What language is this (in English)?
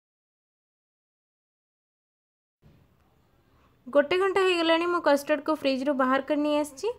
Odia